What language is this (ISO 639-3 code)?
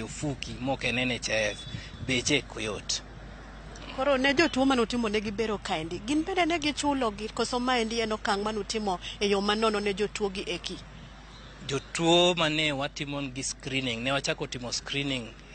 luo